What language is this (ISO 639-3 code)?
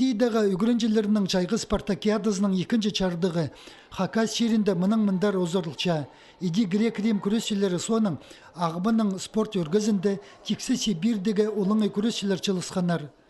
kjh